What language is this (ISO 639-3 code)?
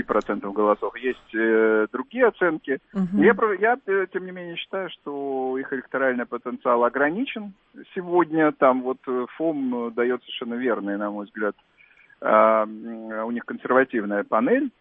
rus